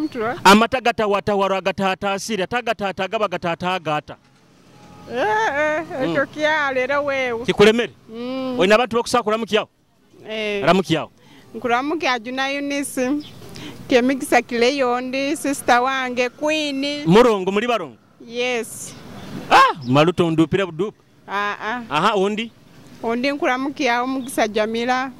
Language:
Nyoro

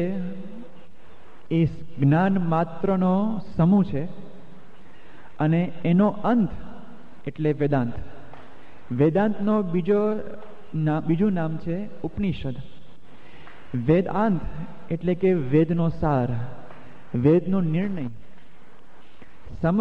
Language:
Gujarati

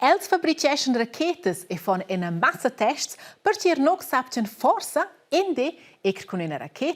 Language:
Romansh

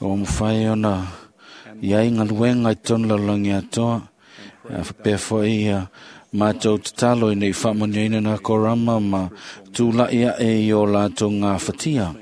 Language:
Samoan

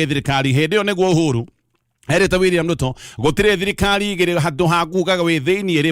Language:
Kikuyu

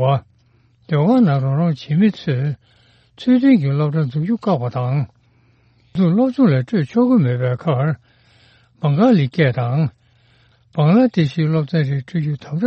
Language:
Tibetan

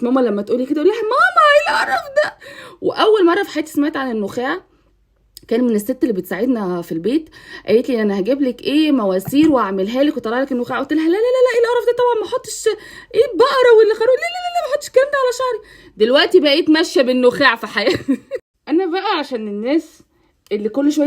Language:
Egyptian Arabic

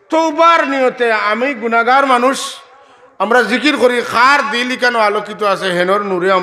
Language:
Sylheti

